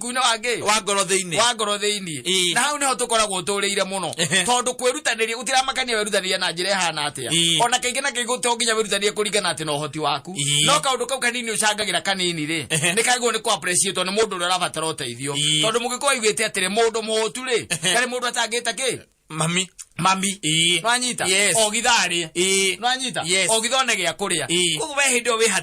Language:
Kikuyu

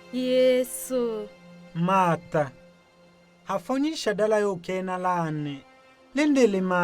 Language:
Tetela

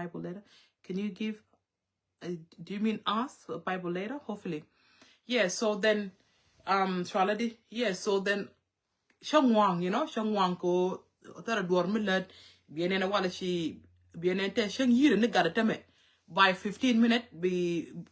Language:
Nuer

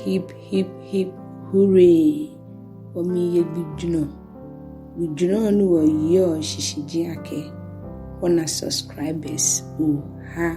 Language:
Ga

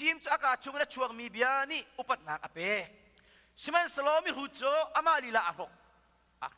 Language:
Hakha Chin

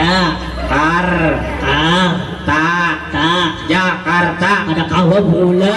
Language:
Banjar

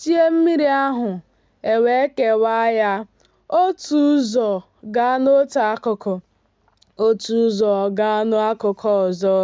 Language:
Igbo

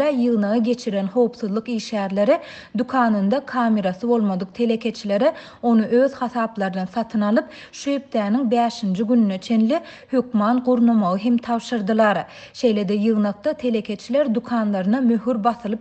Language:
Turkmen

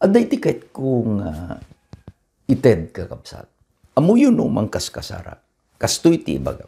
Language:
Iloko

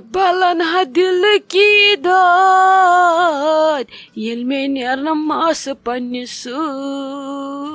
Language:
Kashmiri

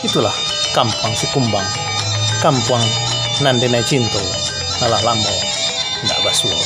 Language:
Minangkabau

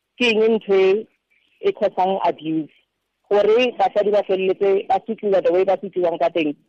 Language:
Tswana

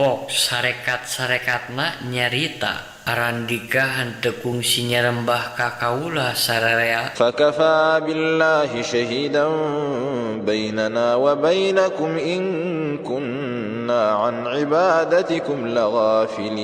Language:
Sundanese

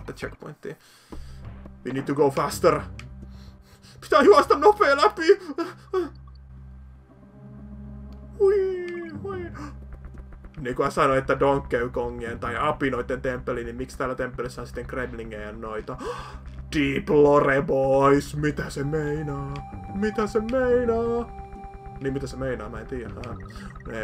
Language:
Finnish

